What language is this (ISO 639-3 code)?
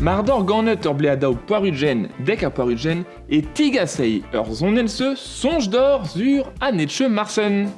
bre